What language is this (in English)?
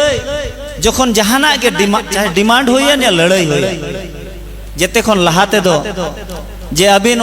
Santali